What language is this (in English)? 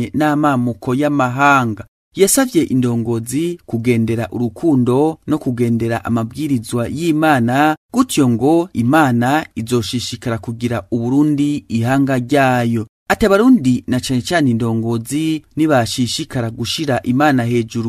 Rundi